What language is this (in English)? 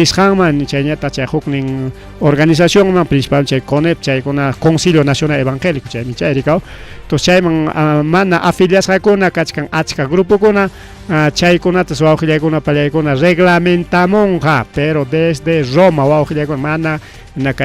Ayacucho Quechua